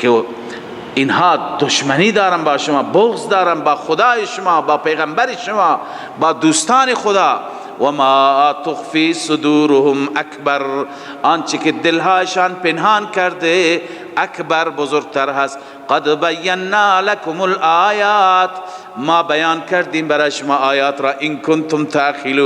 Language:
Persian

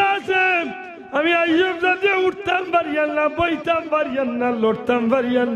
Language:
Sylheti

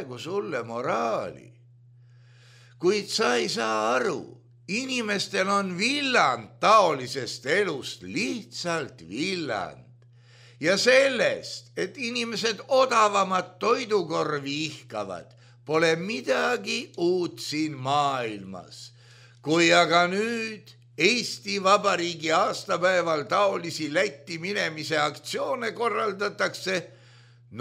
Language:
Estonian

